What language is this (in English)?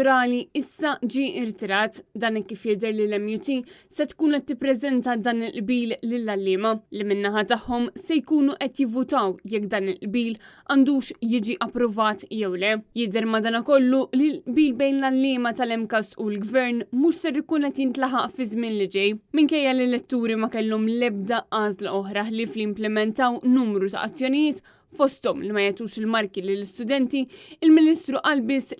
Maltese